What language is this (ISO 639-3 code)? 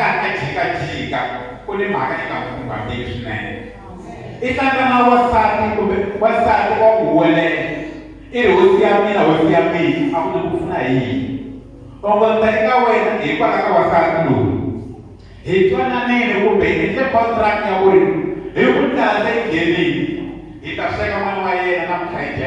tso